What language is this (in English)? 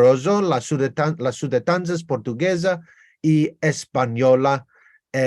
Ladino